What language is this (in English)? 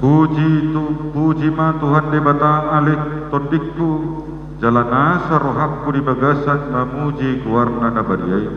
Batak Toba